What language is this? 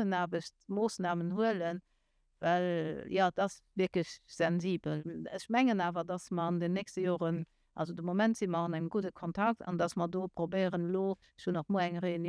Luxembourgish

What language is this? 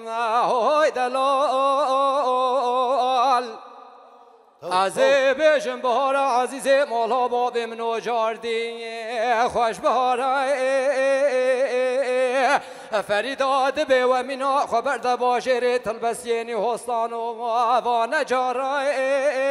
Kurdish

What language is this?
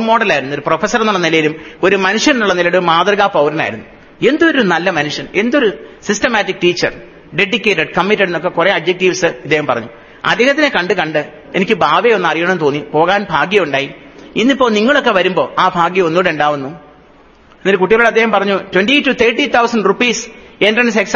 Malayalam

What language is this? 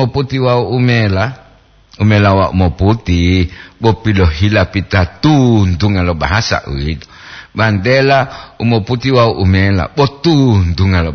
Gorontalo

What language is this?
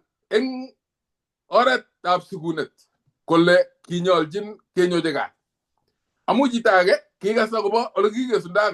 Kalenjin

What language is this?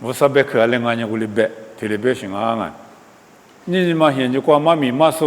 Lisu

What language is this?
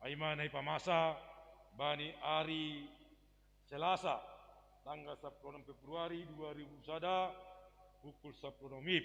Batak Simalungun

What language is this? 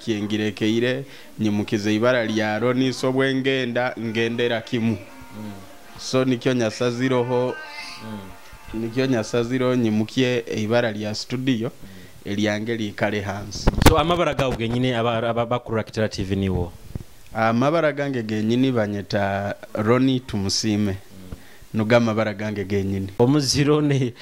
Nyoro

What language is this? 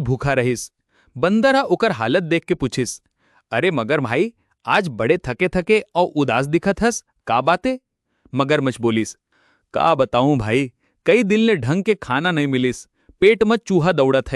Chhattisgarhi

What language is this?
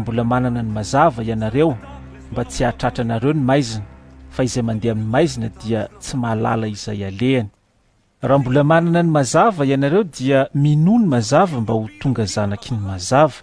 Malagasy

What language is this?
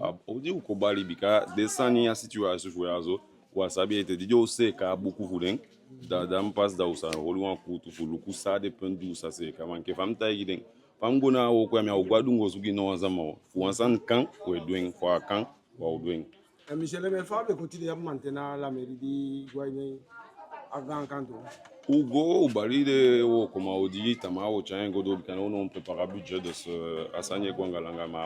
Eastern Maroon Creole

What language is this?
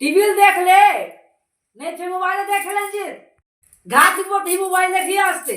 Chhattisgarhi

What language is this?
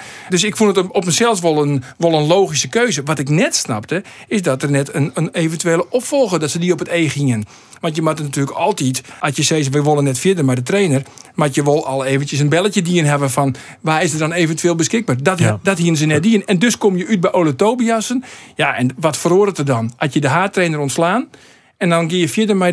Western Frisian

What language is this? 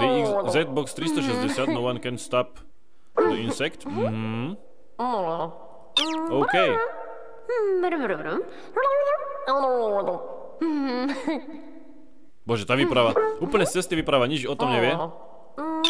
Slovak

